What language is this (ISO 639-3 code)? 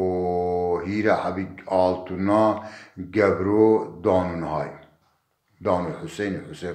zza